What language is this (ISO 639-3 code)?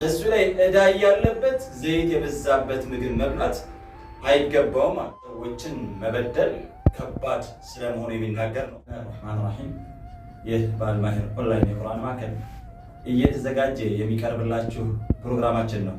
amh